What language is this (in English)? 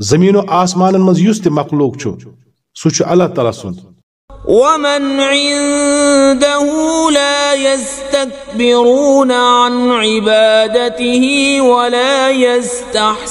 Kashmiri